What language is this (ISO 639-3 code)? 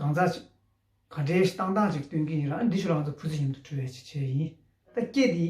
bod